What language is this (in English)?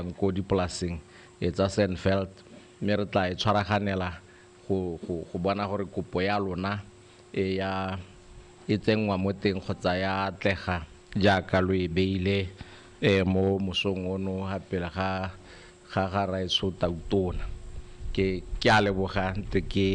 Tswana